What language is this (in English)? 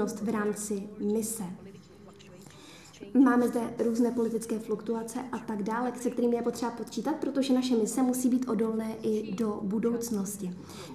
Czech